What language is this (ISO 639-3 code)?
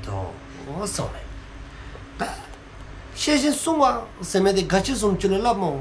dzo